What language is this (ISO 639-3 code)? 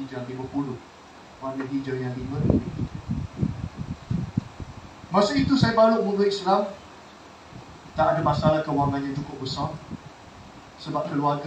msa